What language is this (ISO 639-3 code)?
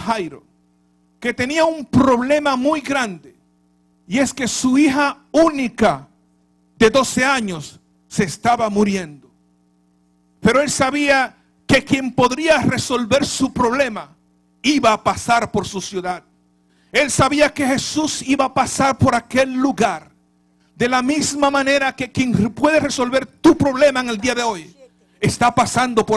spa